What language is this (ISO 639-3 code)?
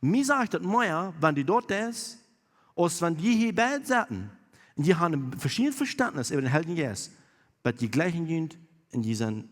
pdt